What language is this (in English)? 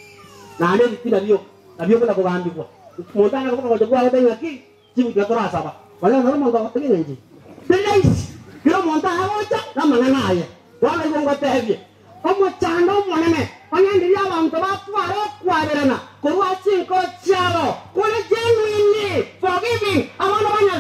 Gusii